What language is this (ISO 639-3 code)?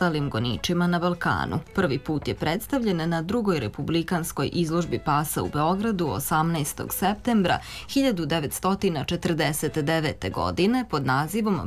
srp